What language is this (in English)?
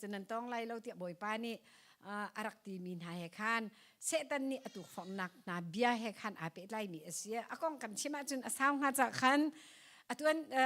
Hakha Chin